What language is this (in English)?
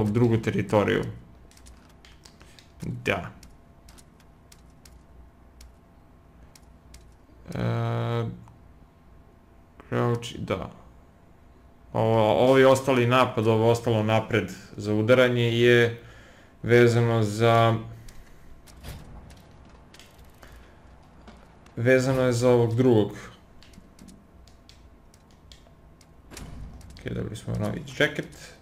Serbian